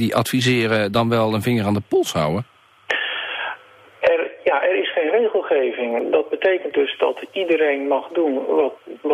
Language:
Dutch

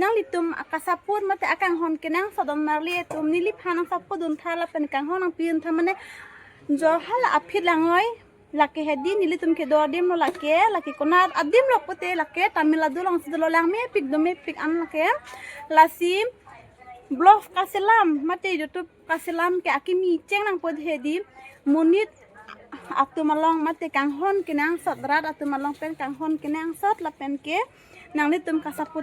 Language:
Karbi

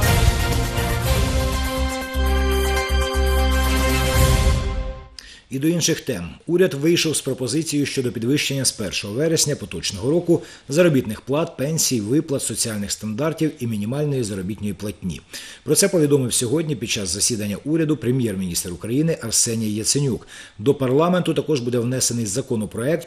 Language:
Ukrainian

